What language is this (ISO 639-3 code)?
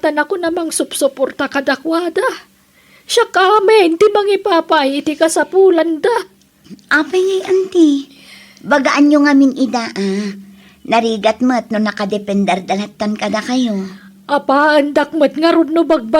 ilo